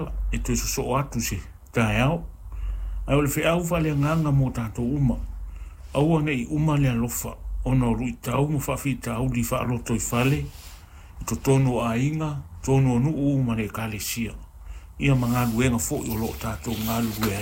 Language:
Samoan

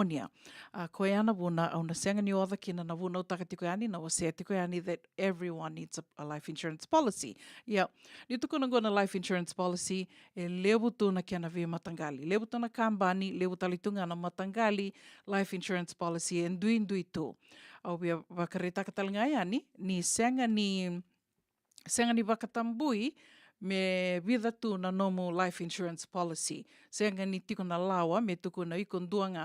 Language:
Fijian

